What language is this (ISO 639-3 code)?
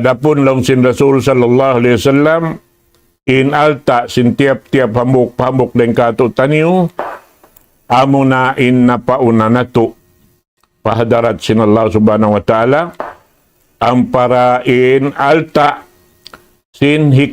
tsg